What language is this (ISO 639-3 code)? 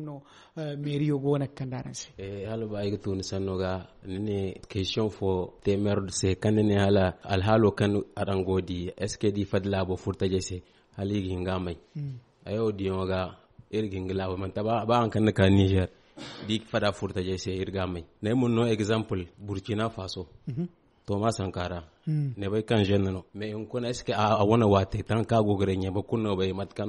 dje